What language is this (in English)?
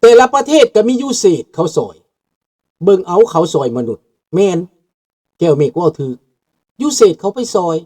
Lao